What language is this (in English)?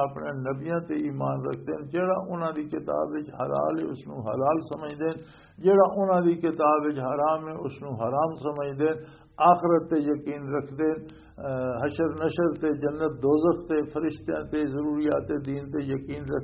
Western Panjabi